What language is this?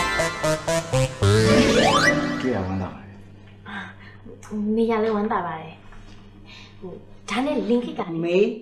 Burmese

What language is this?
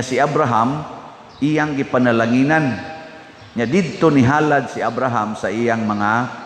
Cebuano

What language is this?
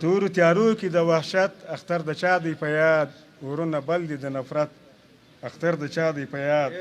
Pashto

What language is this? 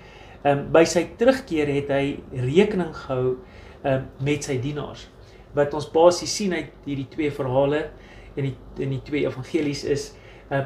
Afrikaans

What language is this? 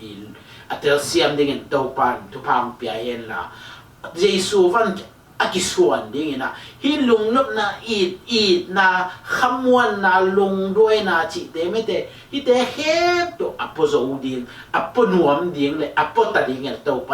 Tedim Chin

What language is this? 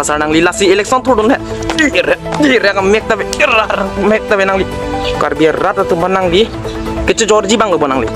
Karbi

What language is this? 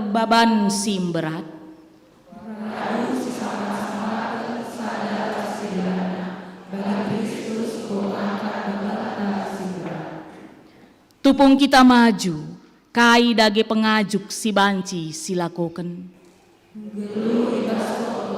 Batak Karo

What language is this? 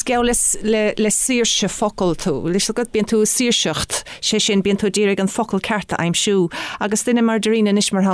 Irish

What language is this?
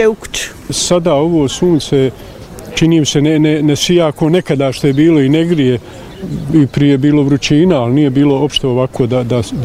Bosnian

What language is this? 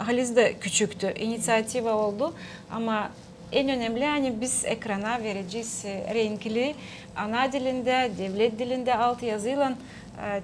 Gagauz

